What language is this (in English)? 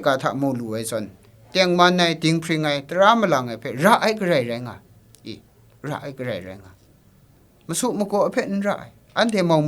Kachin